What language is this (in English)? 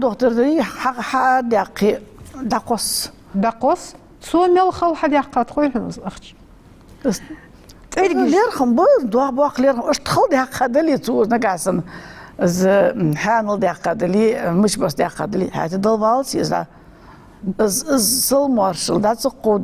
Ingush